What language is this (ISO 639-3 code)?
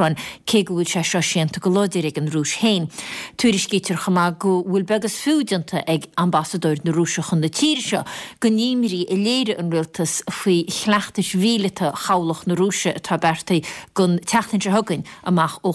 gle